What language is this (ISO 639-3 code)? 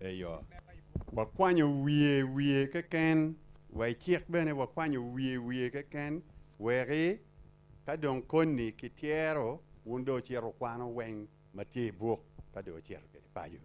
ach